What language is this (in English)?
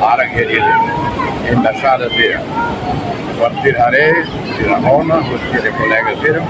Tetum